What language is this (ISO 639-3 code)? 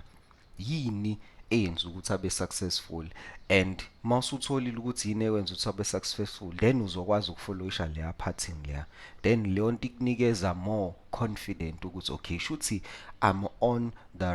zul